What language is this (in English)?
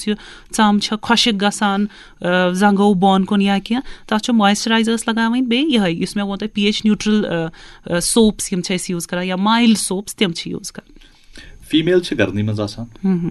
Kashmiri